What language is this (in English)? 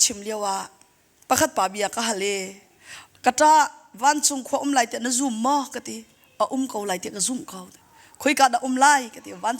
Hakha Chin